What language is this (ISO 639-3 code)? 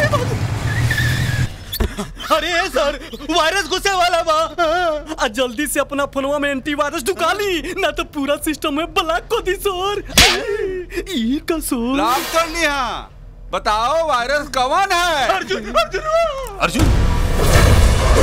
bho